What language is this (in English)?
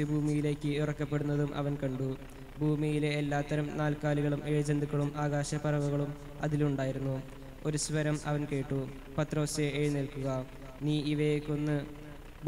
Malayalam